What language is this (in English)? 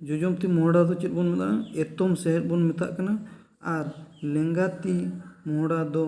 Santali